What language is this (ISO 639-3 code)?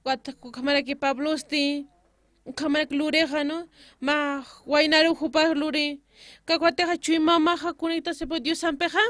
aym